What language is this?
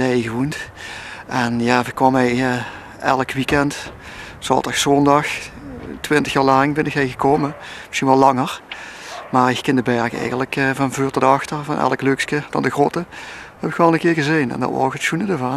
Limburgish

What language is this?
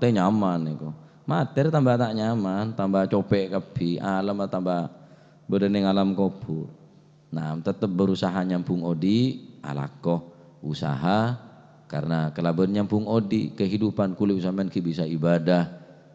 Madurese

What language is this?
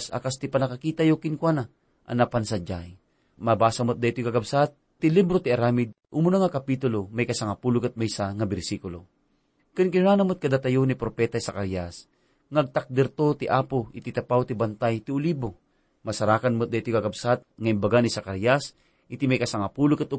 Iloko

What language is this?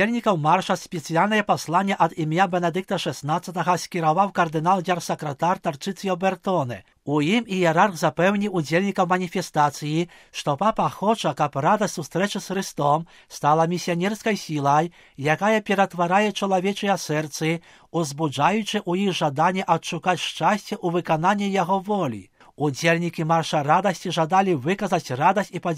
Belarusian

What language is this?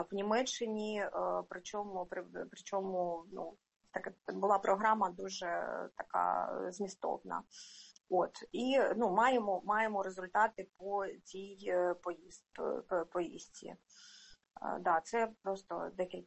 Ukrainian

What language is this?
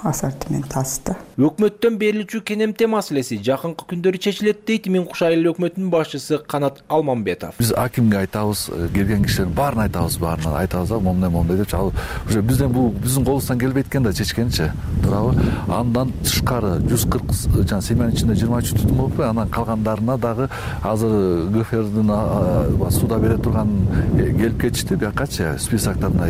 Kyrgyz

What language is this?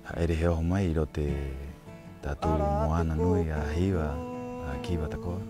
Rapanui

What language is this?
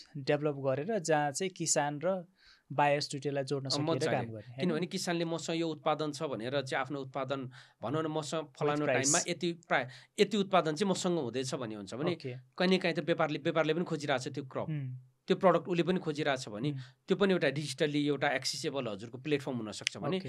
Nepali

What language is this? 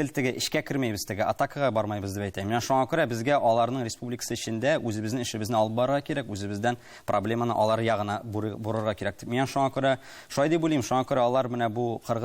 Tatar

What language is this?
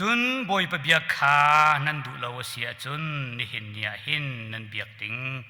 Hakha Chin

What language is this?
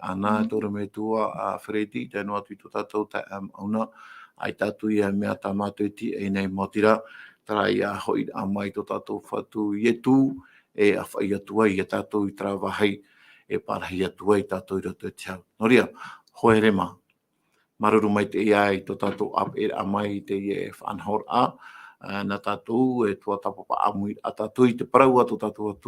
Tahitian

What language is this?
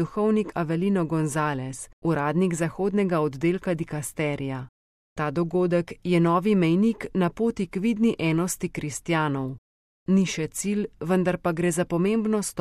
Slovenian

